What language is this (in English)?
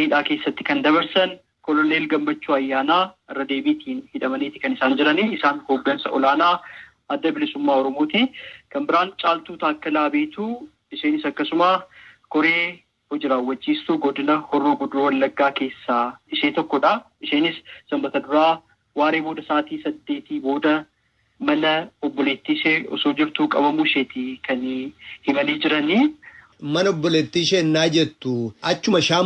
Oromo